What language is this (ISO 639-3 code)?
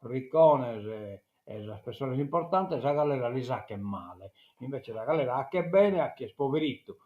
srd